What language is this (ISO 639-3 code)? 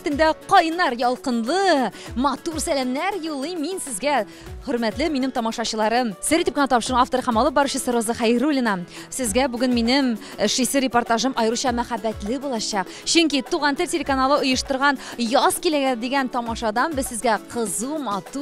tat